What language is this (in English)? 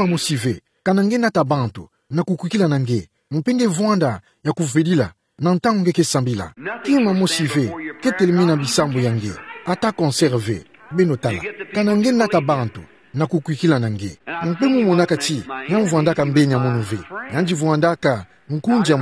Kituba (Democratic Republic of Congo)